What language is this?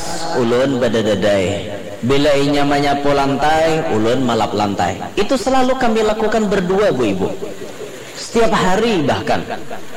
Banjar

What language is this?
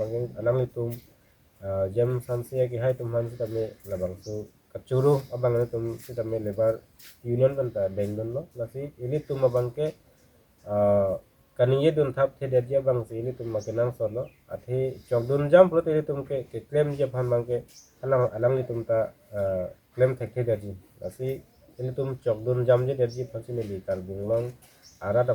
Karbi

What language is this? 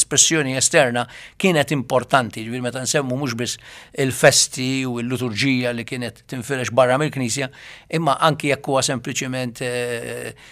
Maltese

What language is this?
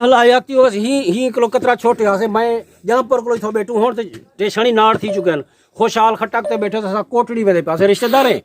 Saraiki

